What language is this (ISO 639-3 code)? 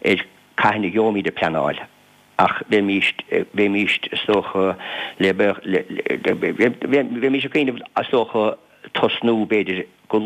gle